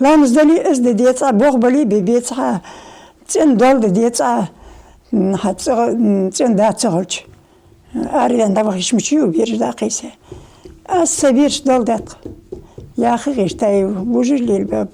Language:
Ingush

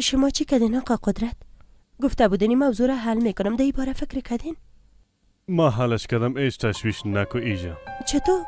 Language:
Persian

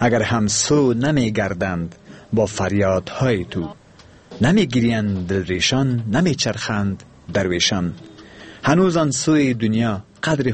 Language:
Persian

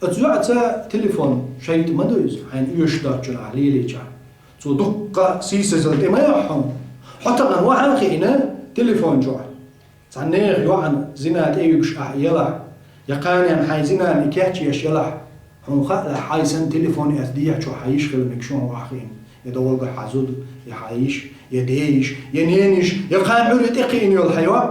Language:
Chechen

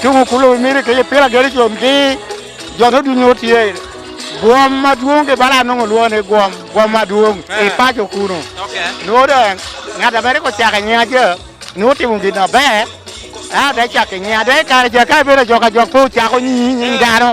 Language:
Lango (Uganda)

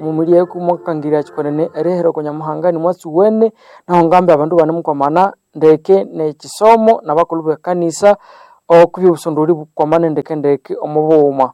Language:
Nande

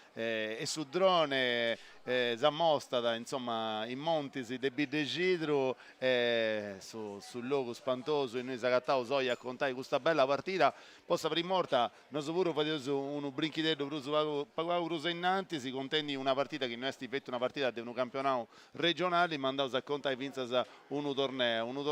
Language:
Sardinian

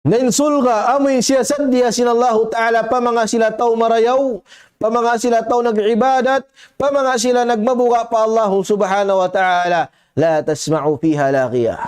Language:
Tausug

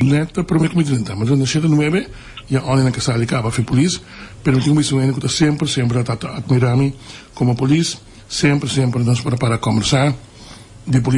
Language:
Papiamento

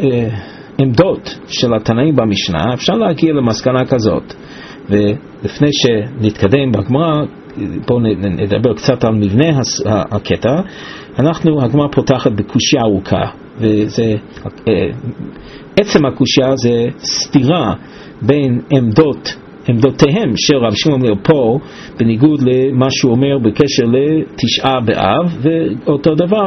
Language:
Hebrew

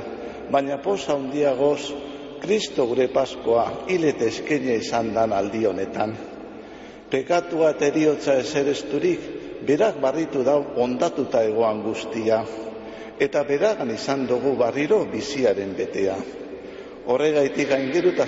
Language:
Basque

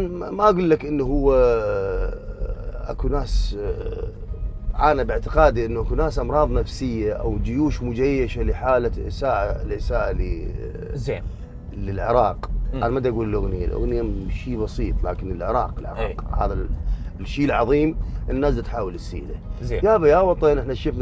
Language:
Mesopotamian Arabic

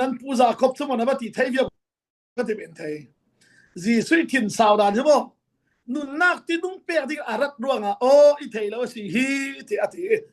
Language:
Falam Chin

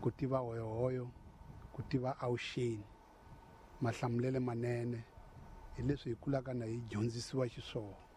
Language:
Tsonga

